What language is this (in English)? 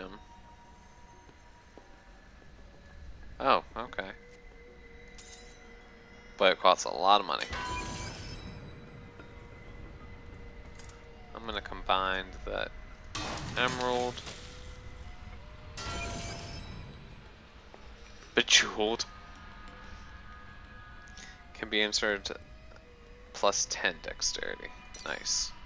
English